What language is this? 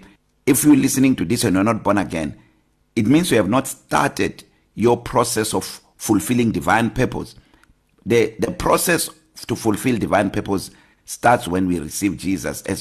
English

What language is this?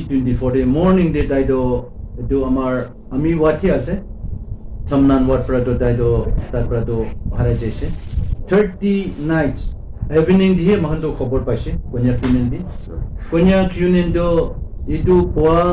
Naga Pidgin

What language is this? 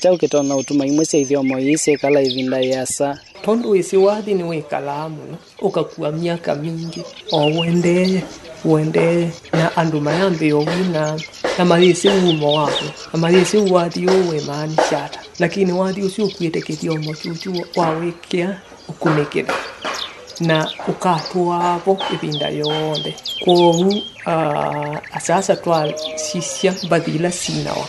Kamba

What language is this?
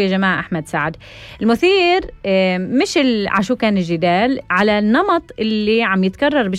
North Levantine Arabic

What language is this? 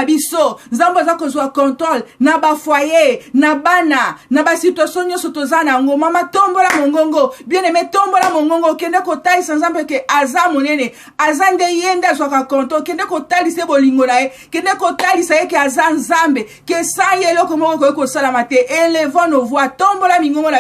Lingala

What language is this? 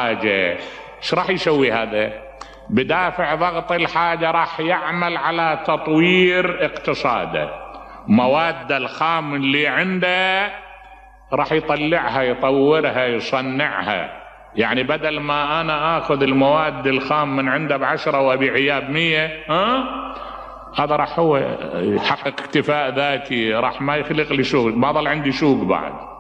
Mesopotamian Arabic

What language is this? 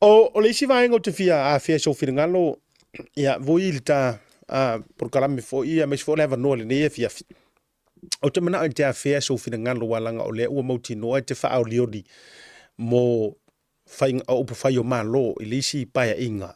Samoan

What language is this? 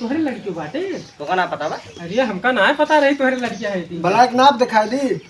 Awadhi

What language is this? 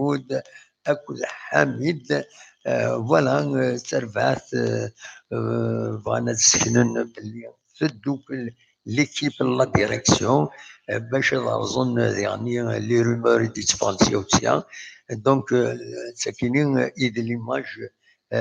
Kabyle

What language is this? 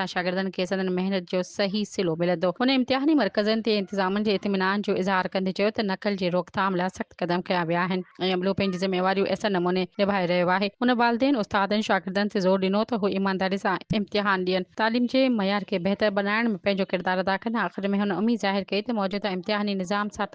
Sindhi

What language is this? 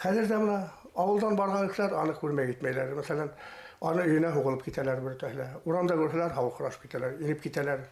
Bashkir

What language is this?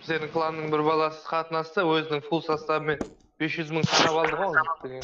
Kara-Kalpak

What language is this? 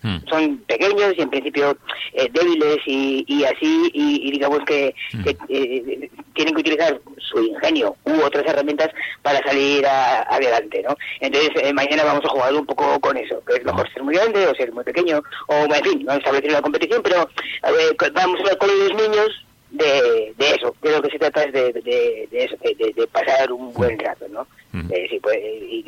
Spanish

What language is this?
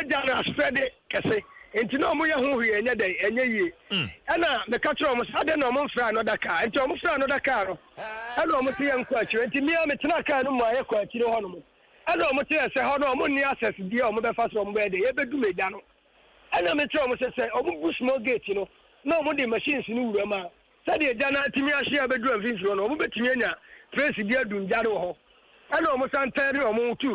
Akan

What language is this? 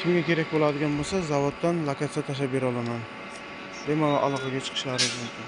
Uzbek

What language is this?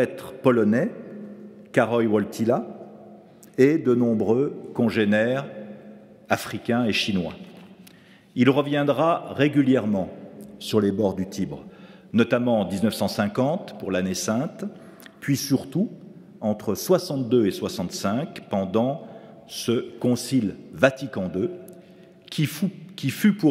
French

